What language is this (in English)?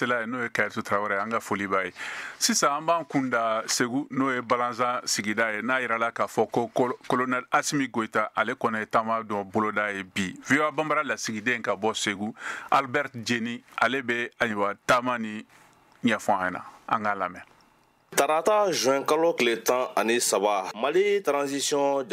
Bambara